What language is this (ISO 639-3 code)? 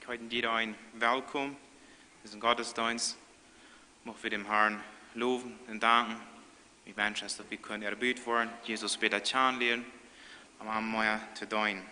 pdt